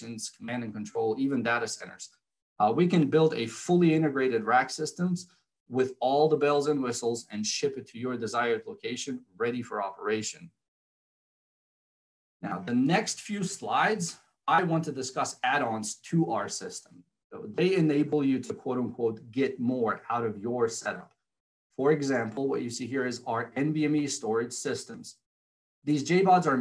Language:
English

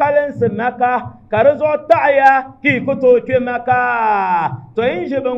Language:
Dagbani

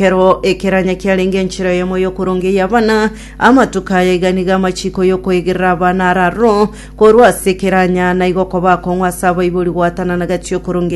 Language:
Gusii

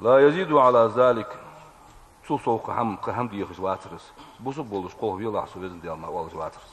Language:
Ingush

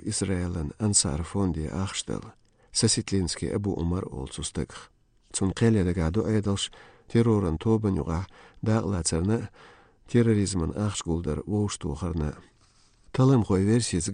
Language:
Chechen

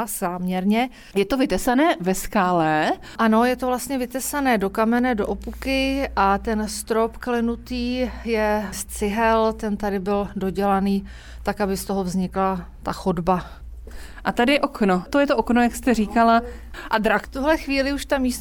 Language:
Czech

